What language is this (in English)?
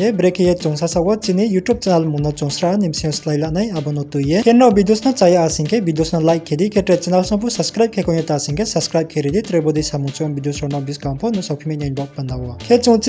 Riang (India)